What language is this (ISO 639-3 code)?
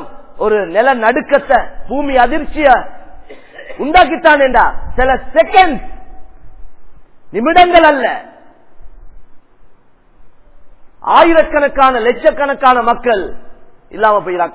tam